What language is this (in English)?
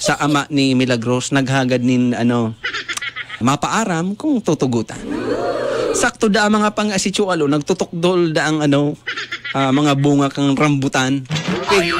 Bikol